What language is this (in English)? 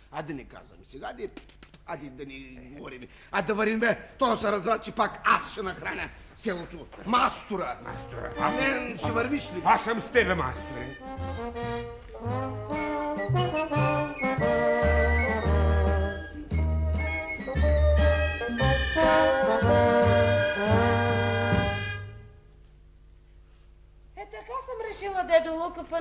Bulgarian